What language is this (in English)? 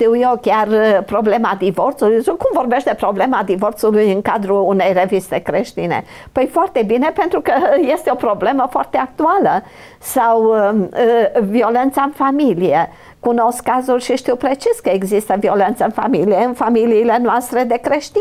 Romanian